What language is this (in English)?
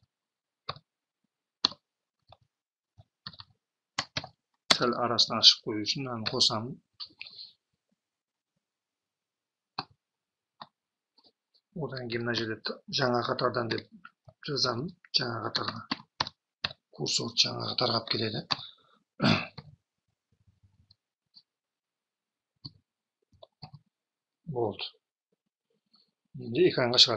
Kazakh